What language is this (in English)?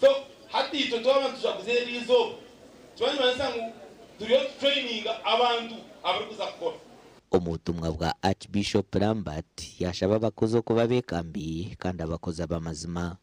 Nyankole